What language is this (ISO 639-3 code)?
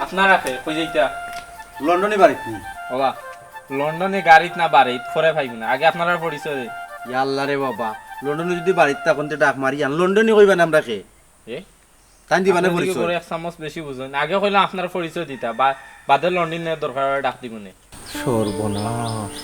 syl